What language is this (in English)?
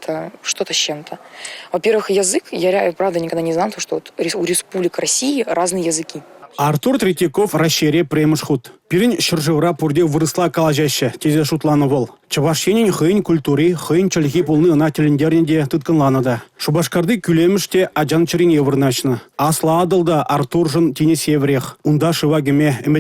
Chuvash